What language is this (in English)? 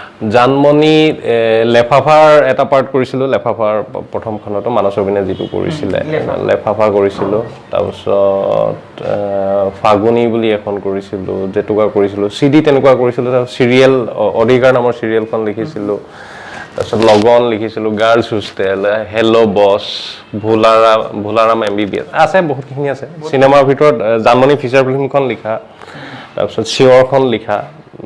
Assamese